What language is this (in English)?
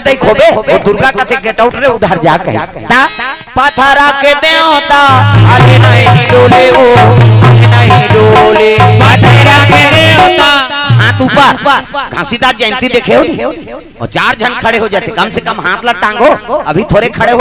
Chhattisgarhi